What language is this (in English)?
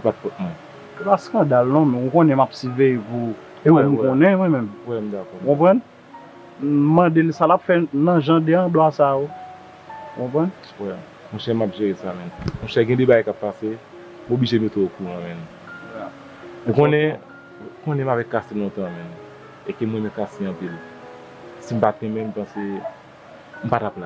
Haitian Creole